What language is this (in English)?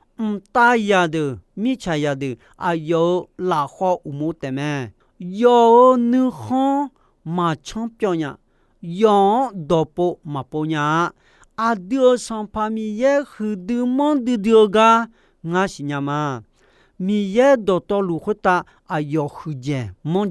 Akha